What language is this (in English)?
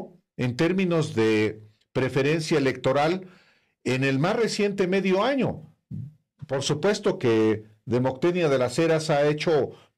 Spanish